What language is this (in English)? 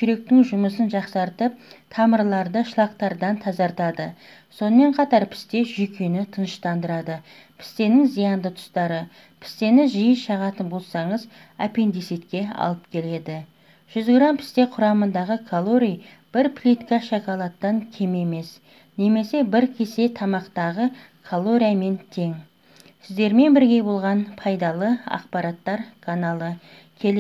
Kazakh